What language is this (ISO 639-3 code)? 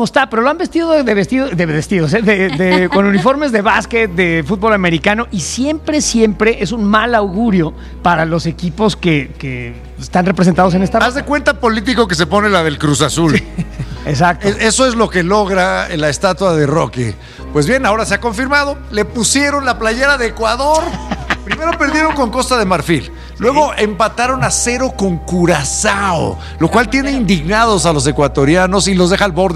spa